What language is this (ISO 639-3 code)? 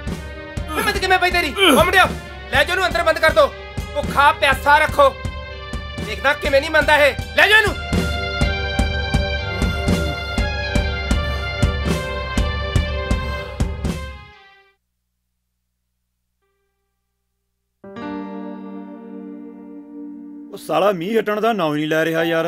pan